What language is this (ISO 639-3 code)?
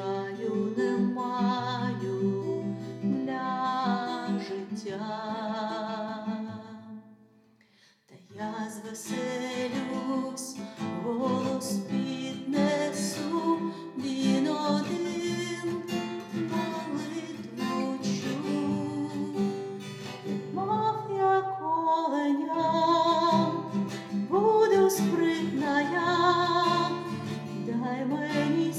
ukr